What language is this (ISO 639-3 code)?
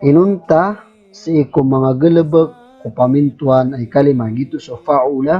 mrw